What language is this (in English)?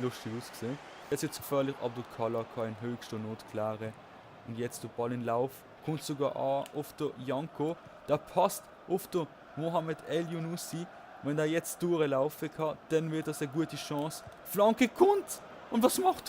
Swiss German